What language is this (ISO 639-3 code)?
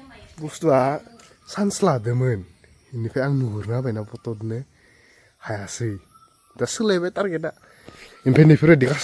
brx